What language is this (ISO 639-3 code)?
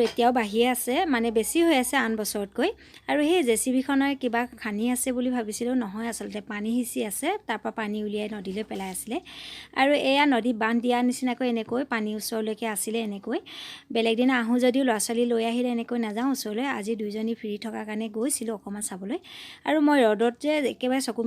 asm